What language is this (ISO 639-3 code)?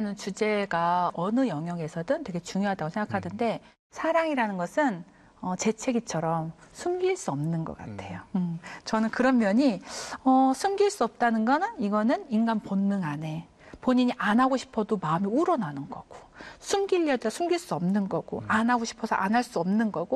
kor